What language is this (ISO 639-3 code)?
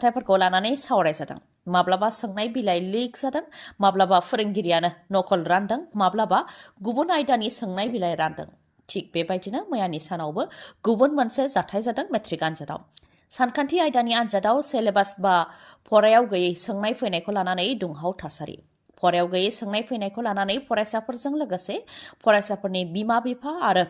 brx